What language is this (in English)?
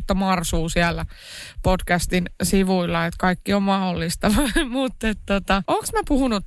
Finnish